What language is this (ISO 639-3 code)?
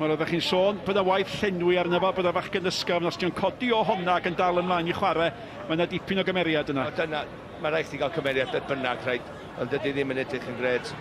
cym